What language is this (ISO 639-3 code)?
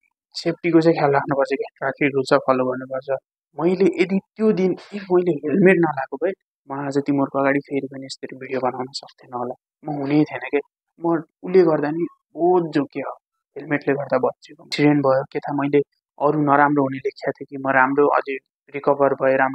nep